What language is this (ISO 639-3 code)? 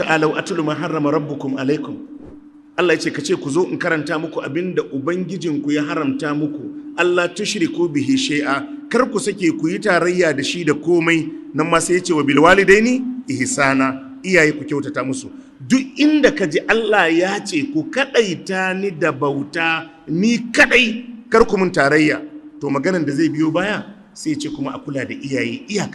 hau